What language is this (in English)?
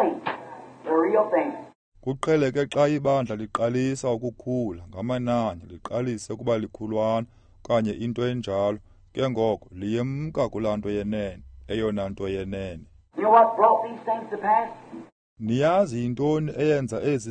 Xhosa